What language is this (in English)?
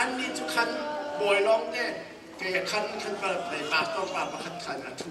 Hakha Chin